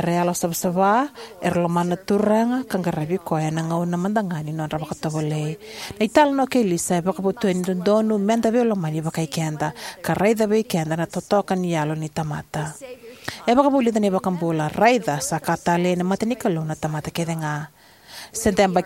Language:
Fijian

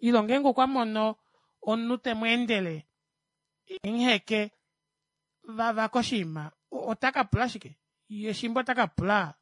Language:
Kuanyama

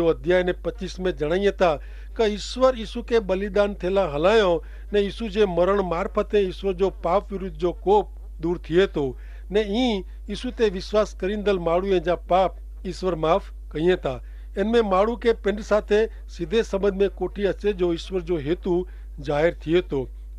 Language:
Kachhi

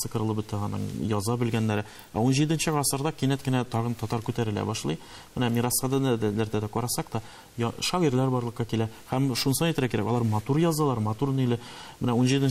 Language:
Tatar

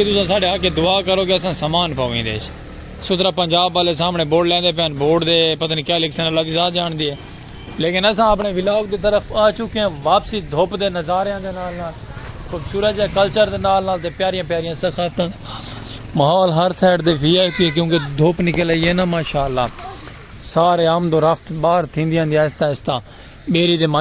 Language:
Saraiki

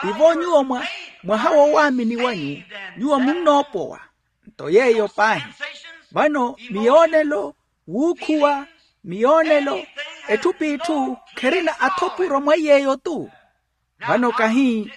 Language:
Makhuwa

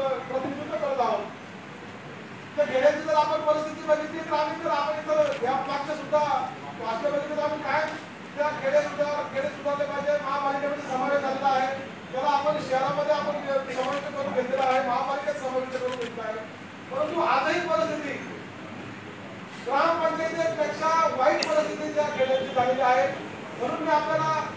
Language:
Marathi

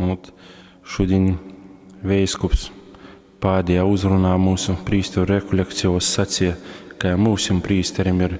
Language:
Latgalian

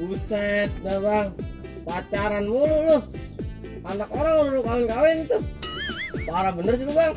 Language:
Betawi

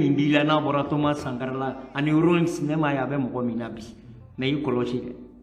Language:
Bambara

